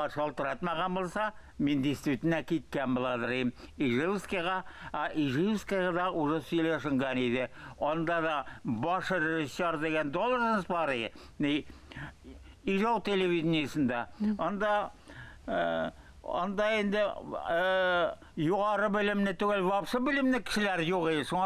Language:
Tatar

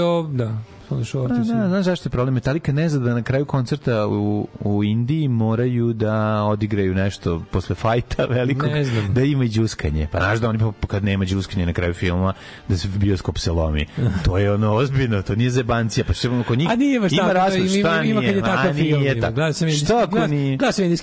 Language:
Serbian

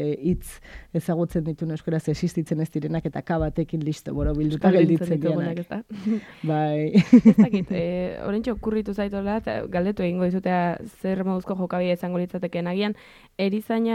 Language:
Basque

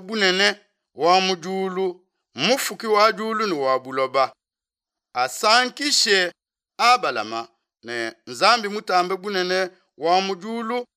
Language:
Luba-Lulua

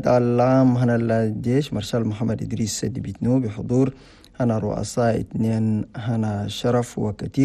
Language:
Chadian Arabic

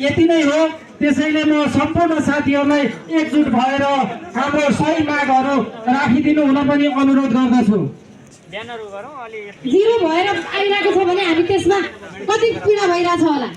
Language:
Nepali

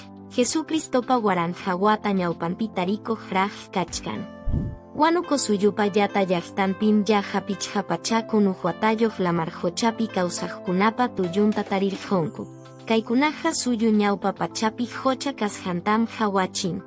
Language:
Quechua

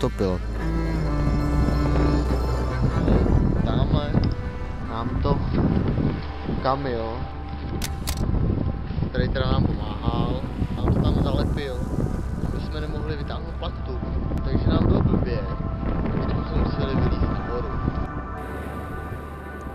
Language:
Czech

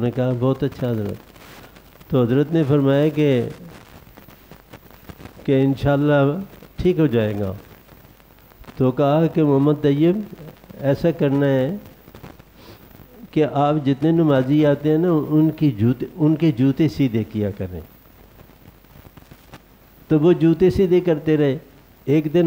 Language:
Urdu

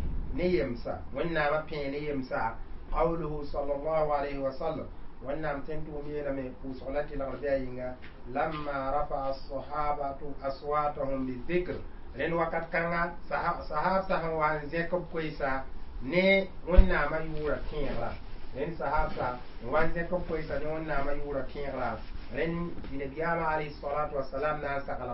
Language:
Mossi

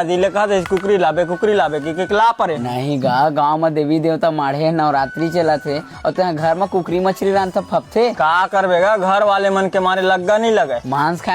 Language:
Chhattisgarhi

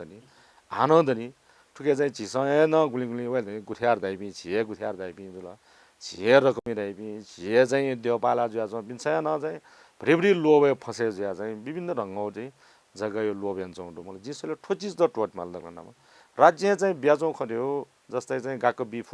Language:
Newari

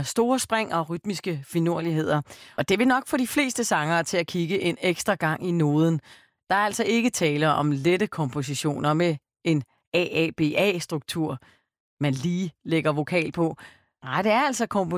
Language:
Danish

